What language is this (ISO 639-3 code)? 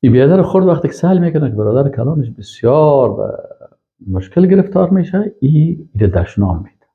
fas